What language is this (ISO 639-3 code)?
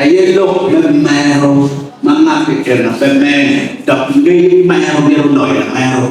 ach